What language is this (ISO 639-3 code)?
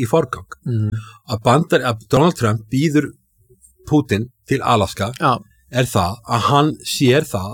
isl